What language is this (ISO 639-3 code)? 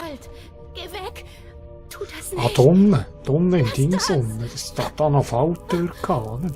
gsw